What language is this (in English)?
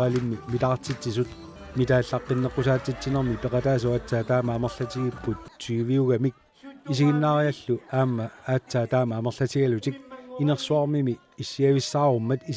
Kalaallisut